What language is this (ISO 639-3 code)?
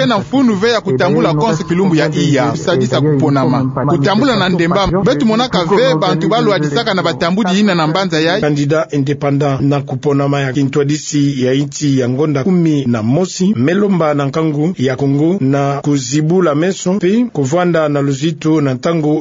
ktu